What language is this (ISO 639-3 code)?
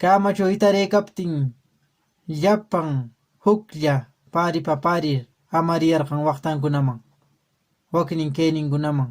que